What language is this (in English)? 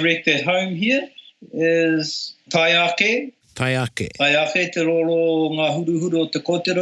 Māori